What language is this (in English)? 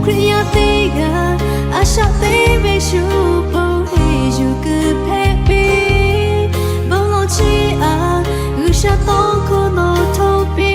Lahu